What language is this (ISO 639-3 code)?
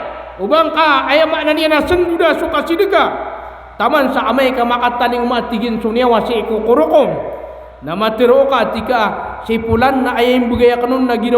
mrw